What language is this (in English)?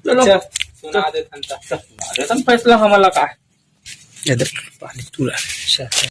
Chhattisgarhi